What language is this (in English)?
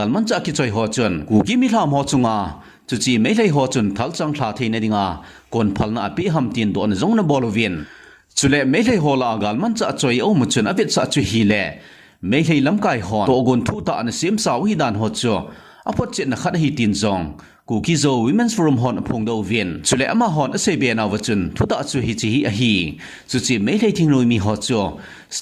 Thado Chin